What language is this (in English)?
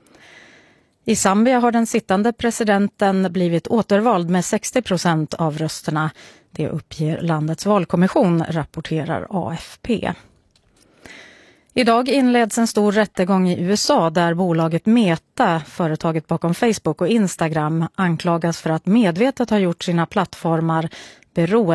Swedish